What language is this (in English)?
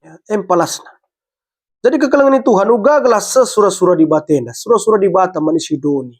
Batak Karo